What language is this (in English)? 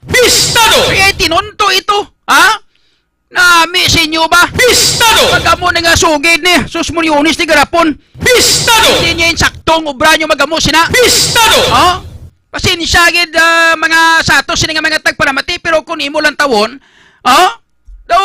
Hiligaynon